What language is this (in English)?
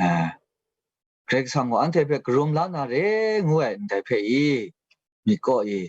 Kachin